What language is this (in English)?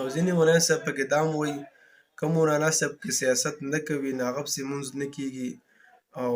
Pashto